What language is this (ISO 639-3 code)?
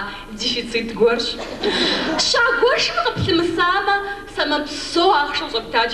kbd